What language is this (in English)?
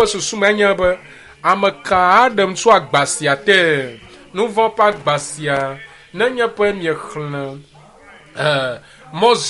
Ewe